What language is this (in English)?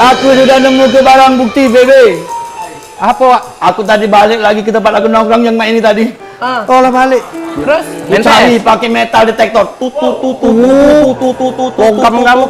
Musi